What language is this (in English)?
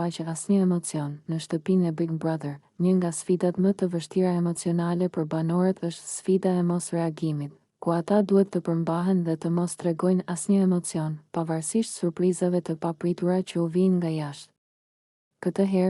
Albanian